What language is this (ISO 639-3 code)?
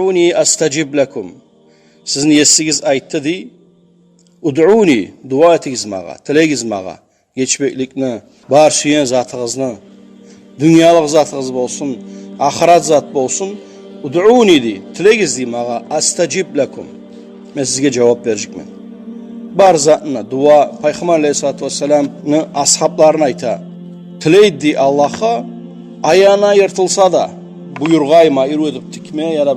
kum